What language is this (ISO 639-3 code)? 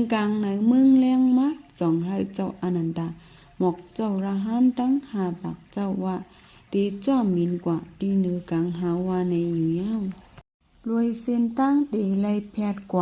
shn